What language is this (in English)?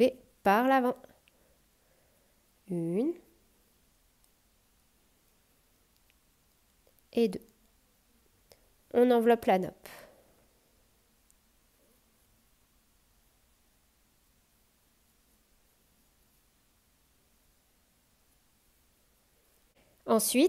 French